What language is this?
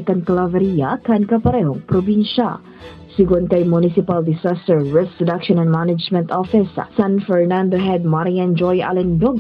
Bikol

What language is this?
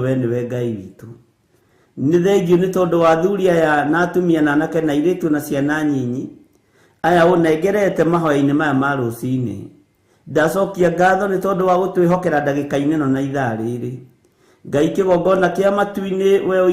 Kikuyu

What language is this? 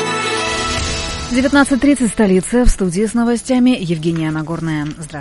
Russian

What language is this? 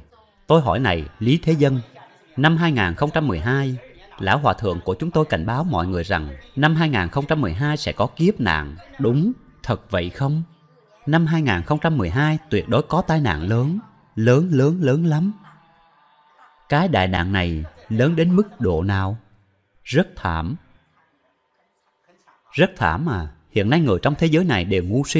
Vietnamese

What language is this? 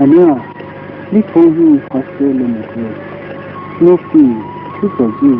Poumei Naga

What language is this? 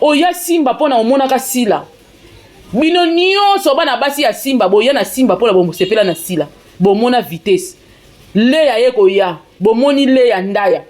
Lingala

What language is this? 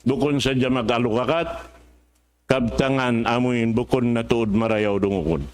Tausug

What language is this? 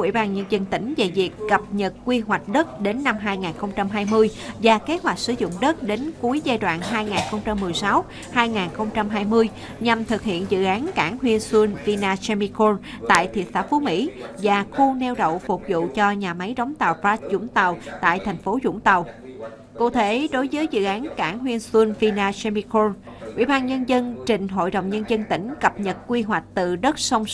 Vietnamese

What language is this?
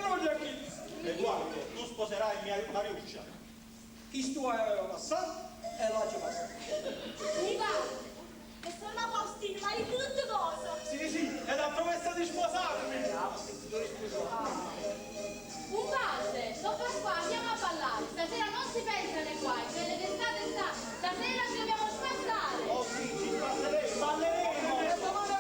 Neapolitan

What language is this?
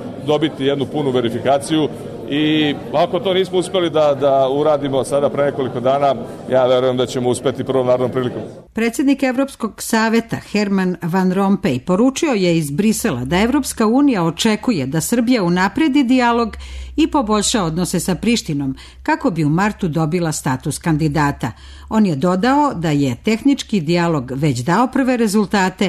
Serbian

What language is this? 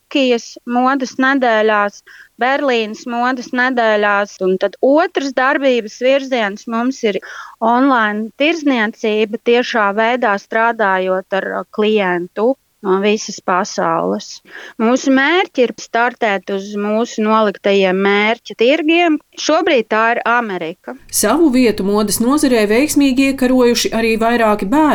Latvian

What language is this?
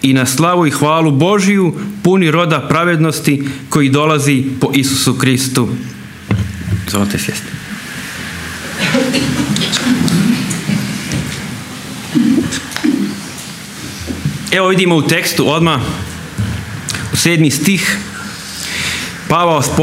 Croatian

